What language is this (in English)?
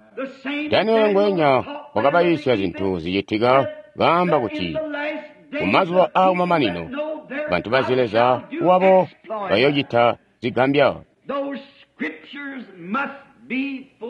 Tonga (Zambia)